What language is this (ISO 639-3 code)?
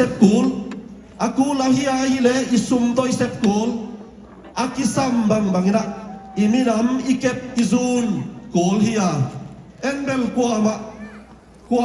ctd